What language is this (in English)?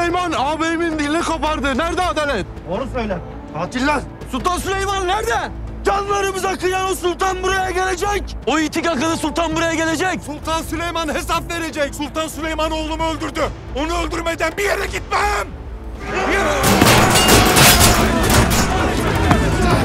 Turkish